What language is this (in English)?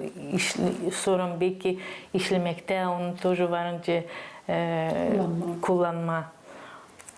Gagauz